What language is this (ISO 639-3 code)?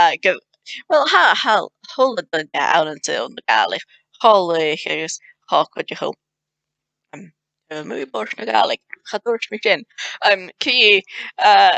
gla